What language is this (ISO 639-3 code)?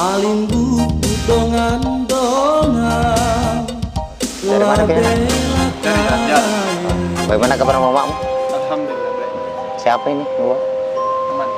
mfp